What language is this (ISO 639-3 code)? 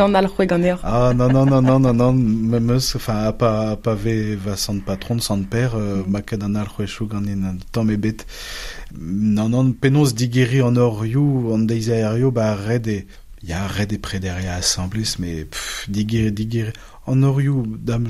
bre